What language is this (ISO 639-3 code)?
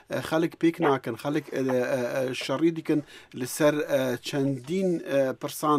kur